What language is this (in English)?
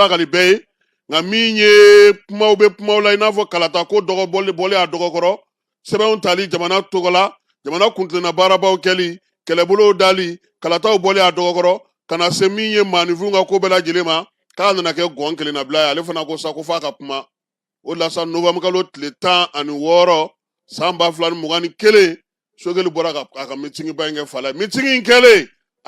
Bambara